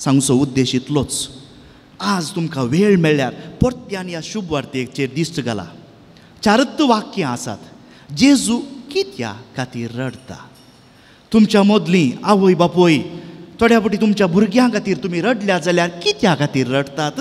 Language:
Konkani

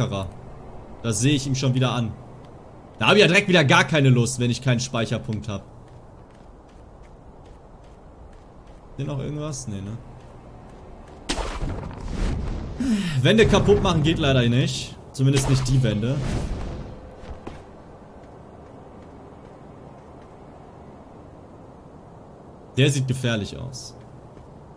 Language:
German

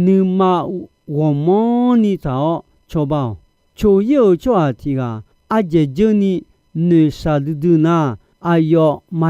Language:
Akha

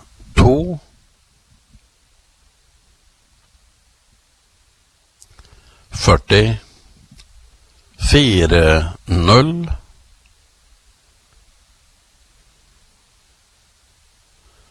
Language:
Norwegian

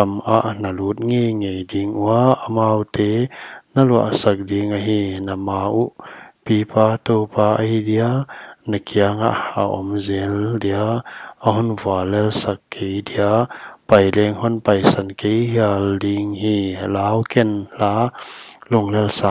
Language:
Paite Chin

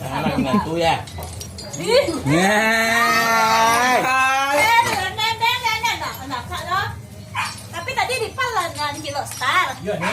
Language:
Minangkabau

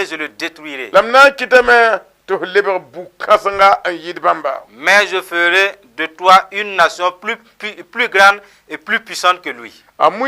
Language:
Mossi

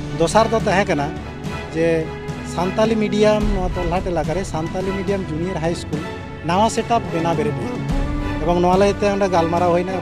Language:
Santali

